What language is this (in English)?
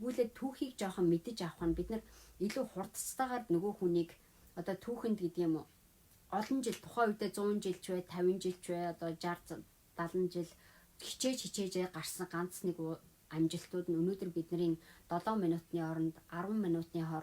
Mongolian